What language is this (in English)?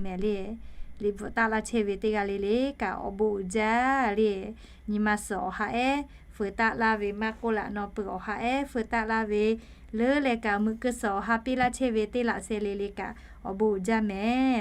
Lahu